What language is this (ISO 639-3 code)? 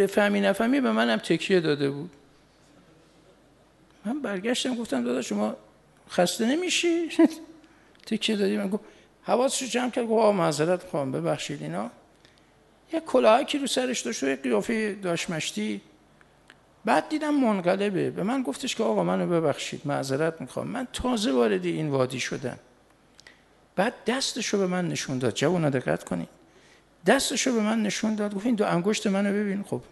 fas